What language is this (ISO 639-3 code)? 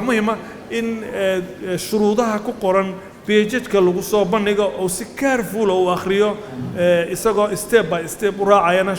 som